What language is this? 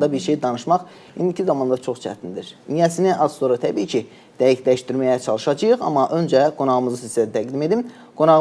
Azerbaijani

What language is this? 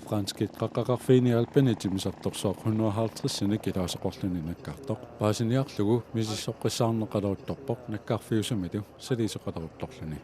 Kalaallisut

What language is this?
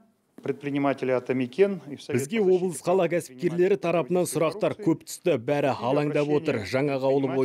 Kazakh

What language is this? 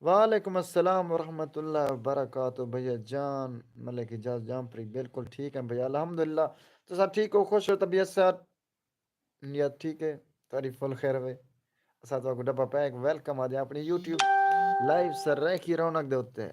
Saraiki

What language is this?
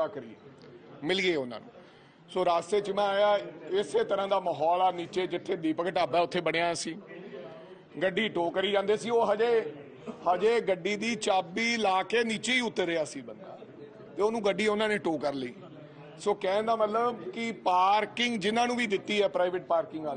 Punjabi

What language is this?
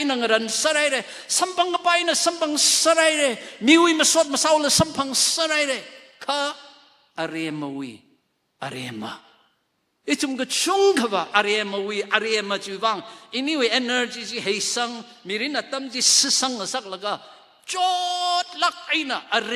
Tangkhul Naga (India)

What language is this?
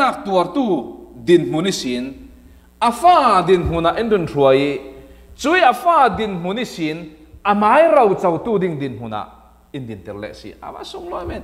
Falam Chin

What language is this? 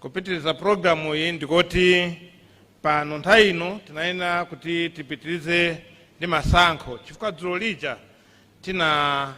Nyanja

